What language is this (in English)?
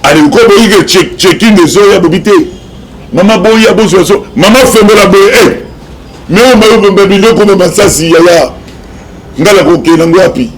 Lingala